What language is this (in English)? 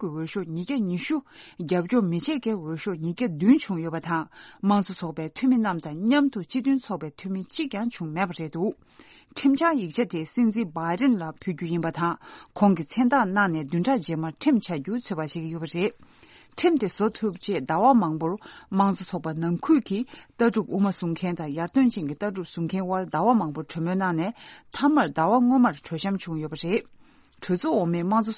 Tibetan